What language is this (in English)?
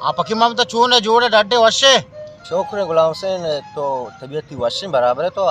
Baluchi